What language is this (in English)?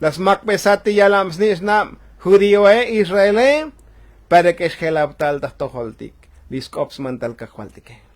Tzotzil